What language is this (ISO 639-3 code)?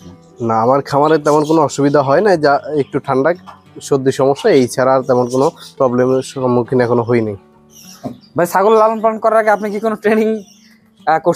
ben